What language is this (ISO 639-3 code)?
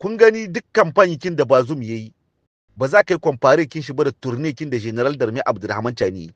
hau